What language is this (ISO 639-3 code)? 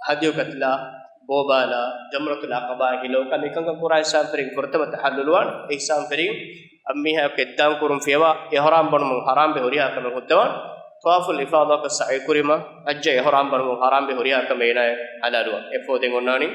div